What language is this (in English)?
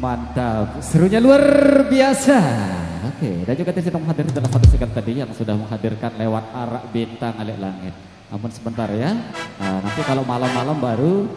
Sasak